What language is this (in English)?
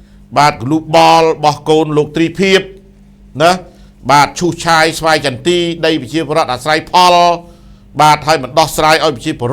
Khmer